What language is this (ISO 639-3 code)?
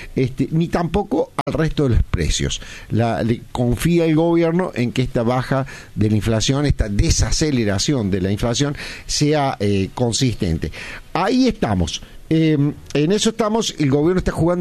spa